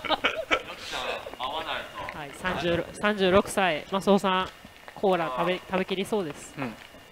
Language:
Japanese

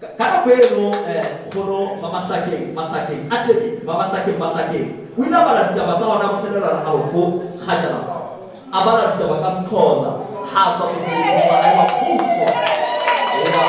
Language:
Southern Sotho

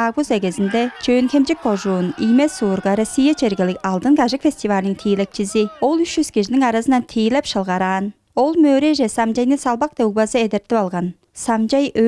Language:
Tuvinian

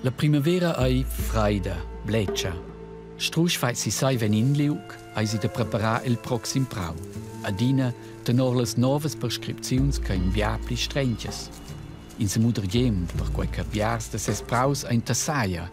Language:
Romansh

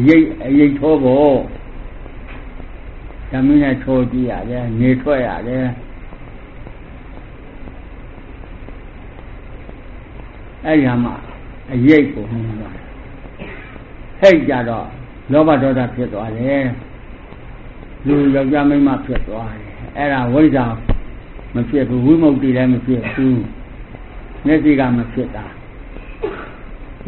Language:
Burmese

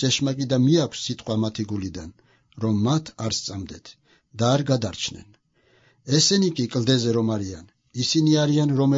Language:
Georgian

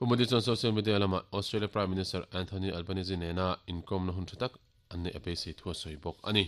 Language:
Mizo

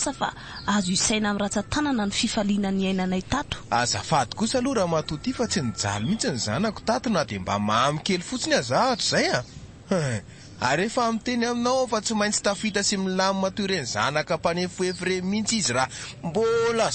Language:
Malagasy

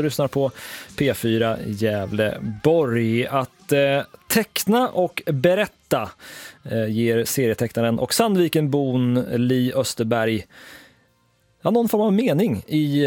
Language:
Swedish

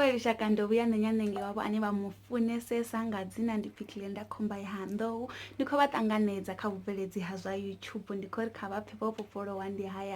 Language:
Venda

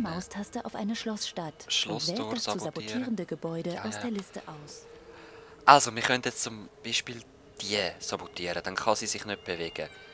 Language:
Swiss German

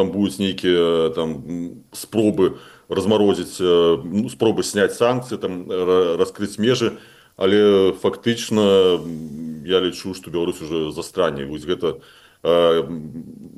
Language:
Belarusian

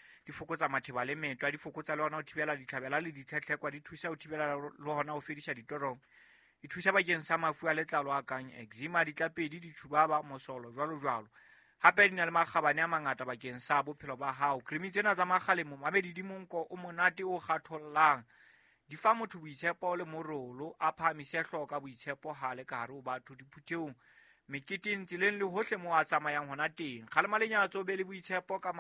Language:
Southern Sotho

